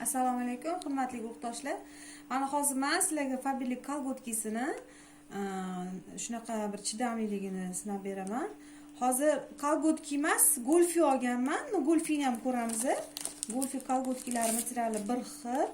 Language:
Uzbek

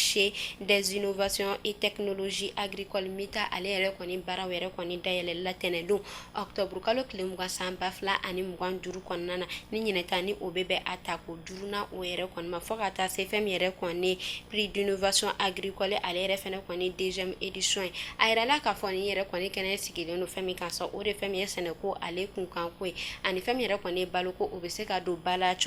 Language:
Bambara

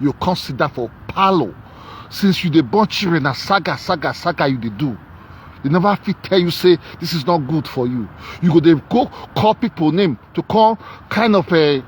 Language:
Nigerian Pidgin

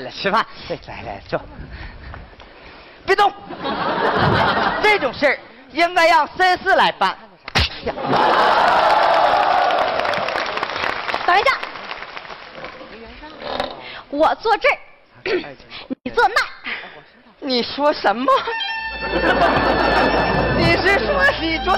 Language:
Chinese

